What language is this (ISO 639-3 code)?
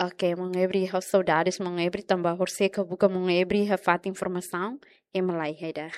tet